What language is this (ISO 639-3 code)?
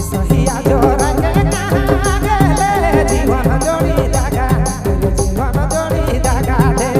sck